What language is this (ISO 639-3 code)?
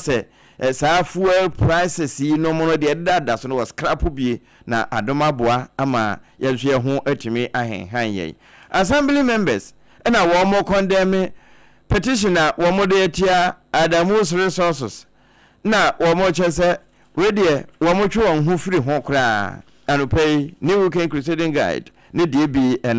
aka